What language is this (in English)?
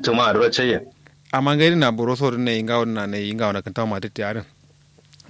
Kanuri